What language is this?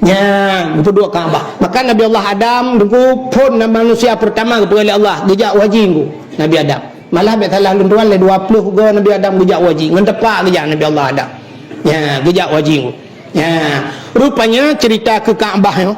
Achinese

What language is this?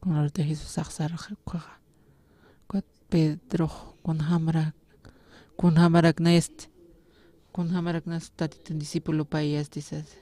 Aymara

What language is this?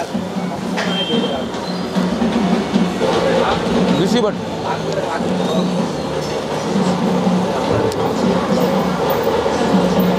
Kannada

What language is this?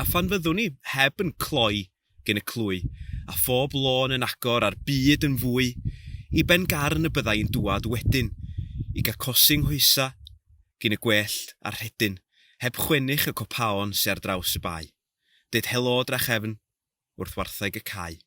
Welsh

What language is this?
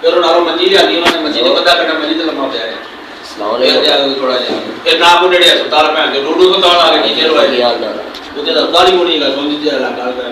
Saraiki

